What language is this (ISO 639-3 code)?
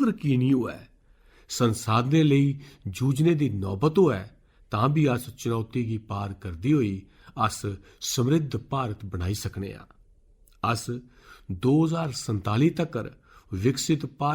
doi